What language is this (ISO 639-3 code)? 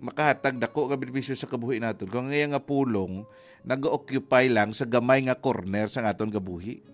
hil